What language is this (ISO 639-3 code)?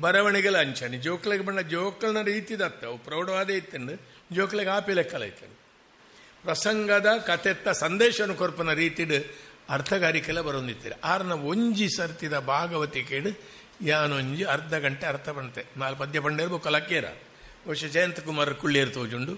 tcy